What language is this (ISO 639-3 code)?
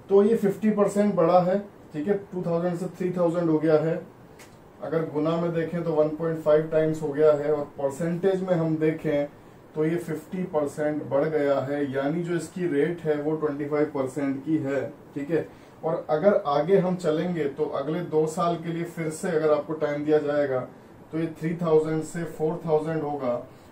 hin